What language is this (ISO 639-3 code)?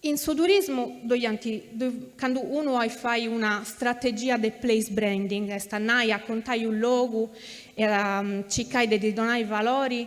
srd